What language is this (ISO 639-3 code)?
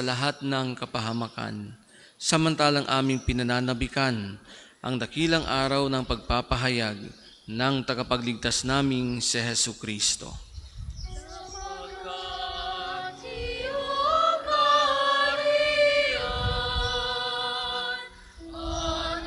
fil